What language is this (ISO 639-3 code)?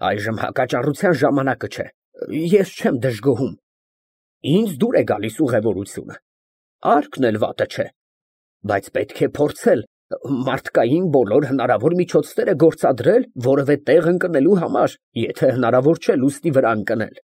hye